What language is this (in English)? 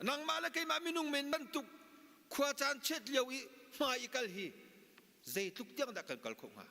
Hakha Chin